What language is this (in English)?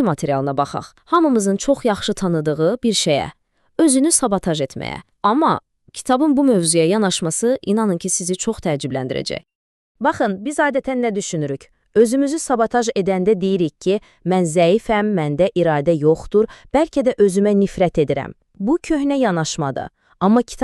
Azerbaijani